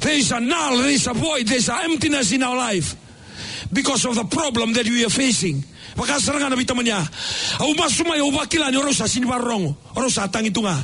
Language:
Fijian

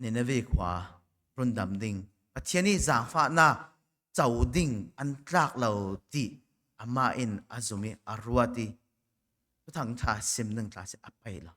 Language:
Falam Chin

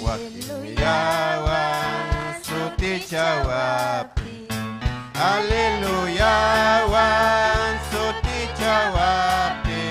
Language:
Ayacucho Quechua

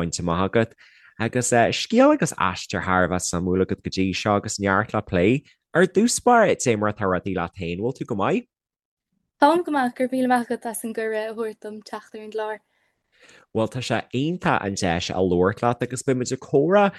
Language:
Irish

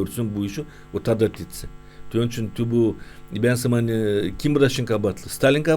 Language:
Gagauz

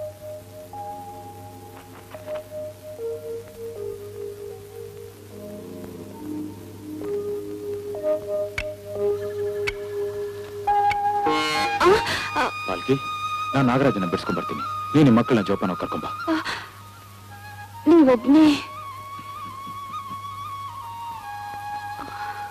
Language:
Kannada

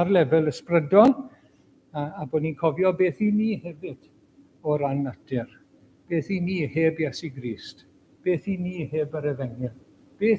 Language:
Welsh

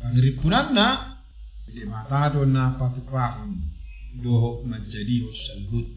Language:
Batak Toba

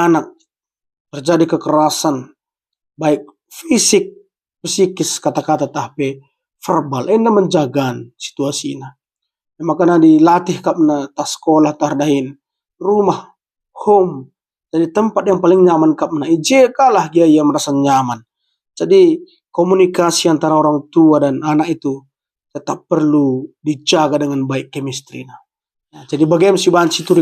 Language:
Batak Karo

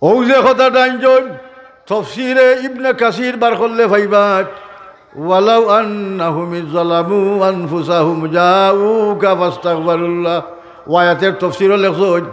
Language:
Sylheti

